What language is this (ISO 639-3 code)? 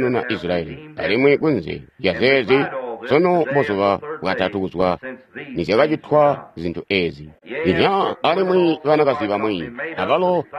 toi